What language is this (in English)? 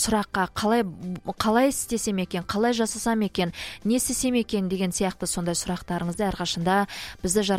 Kazakh